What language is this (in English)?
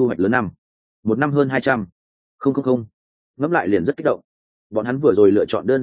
Vietnamese